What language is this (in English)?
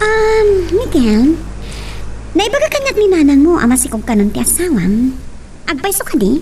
Iloko